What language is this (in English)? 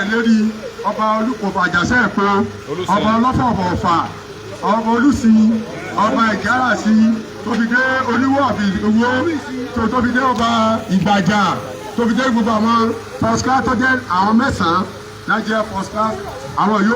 Yoruba